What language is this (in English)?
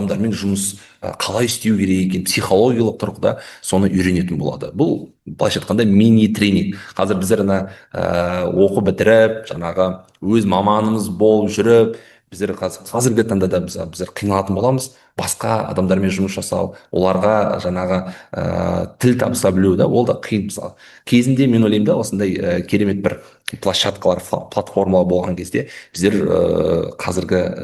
Kazakh